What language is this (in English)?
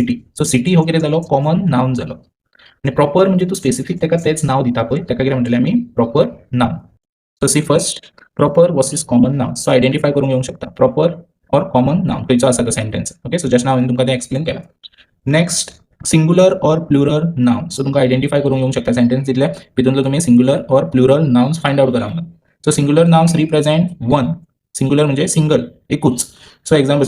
Konkani